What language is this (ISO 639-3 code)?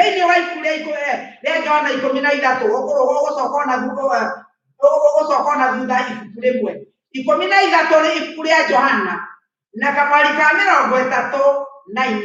kik